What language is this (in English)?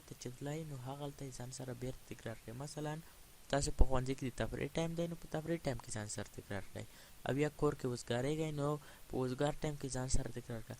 Pashto